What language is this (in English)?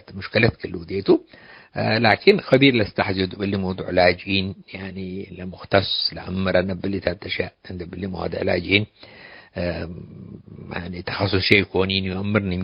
Tigre